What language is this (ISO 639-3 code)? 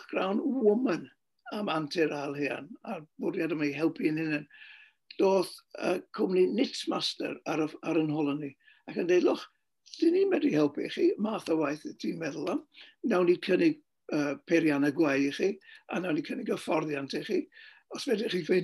cym